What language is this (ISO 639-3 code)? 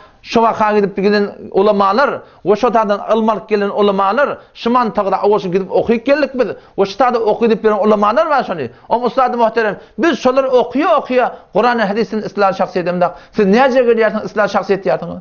tuk